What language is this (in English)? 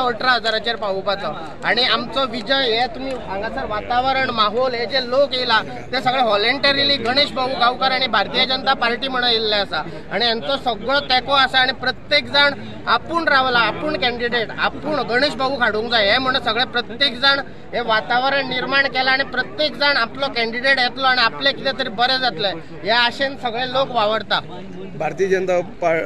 Konkani